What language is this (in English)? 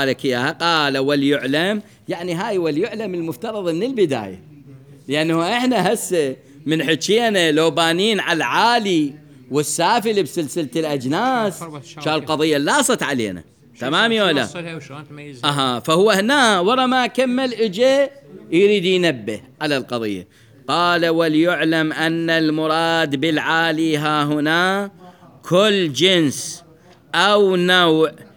Mesopotamian Arabic